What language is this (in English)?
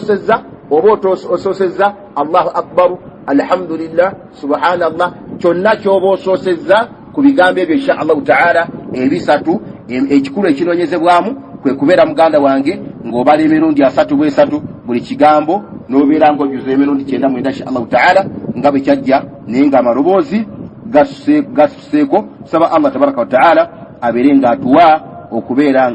Ganda